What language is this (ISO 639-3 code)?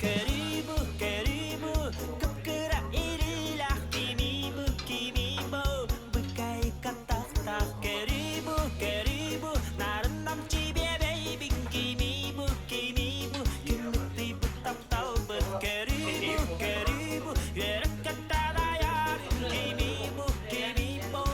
sah